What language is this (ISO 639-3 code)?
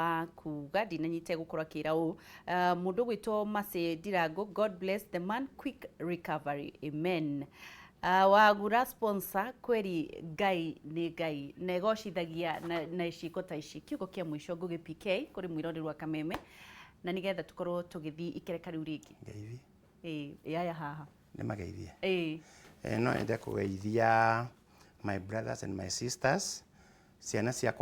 kik